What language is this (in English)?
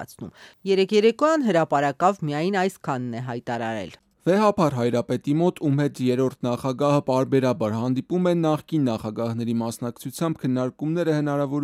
Armenian